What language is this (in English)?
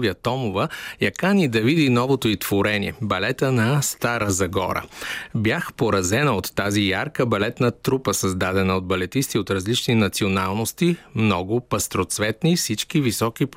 Bulgarian